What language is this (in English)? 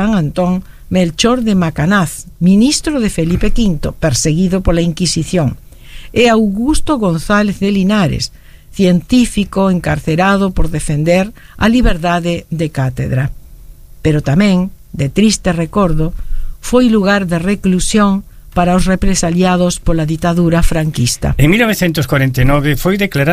Galician